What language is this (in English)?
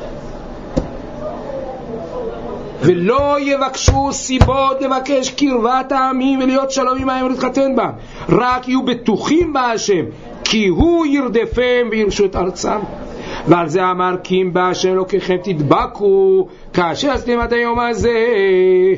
Hebrew